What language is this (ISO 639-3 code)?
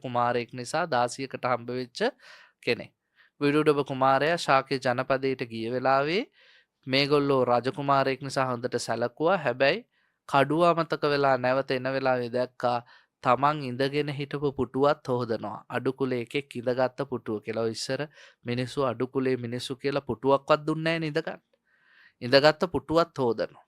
sin